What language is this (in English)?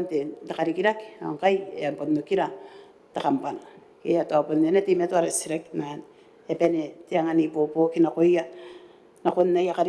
Gilbertese